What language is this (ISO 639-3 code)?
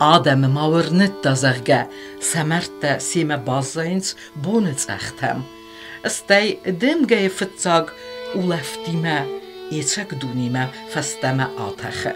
oss